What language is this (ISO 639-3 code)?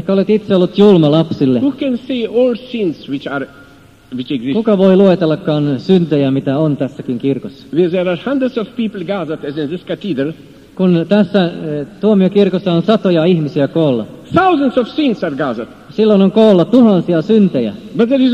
fin